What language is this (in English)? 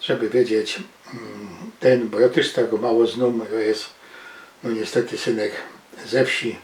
Silesian